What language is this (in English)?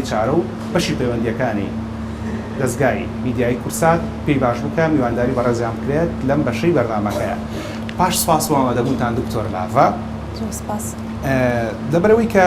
Central Kurdish